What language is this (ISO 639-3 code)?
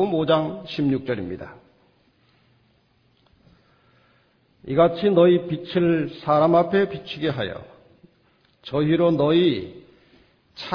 kor